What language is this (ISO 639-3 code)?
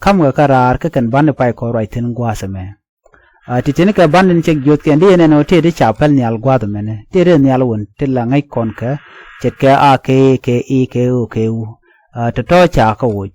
nus